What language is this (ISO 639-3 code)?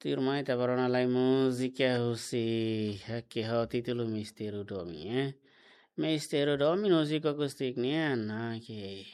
tet